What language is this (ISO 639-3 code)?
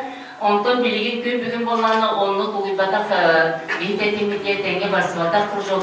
sah